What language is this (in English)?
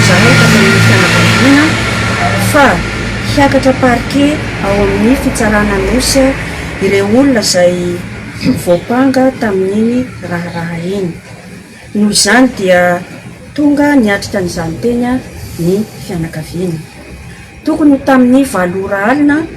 Malagasy